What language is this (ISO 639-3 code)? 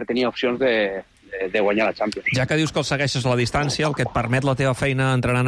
cat